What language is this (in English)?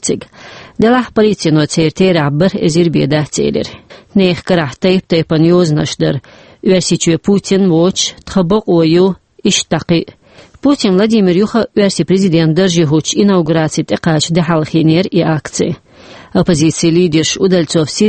Chechen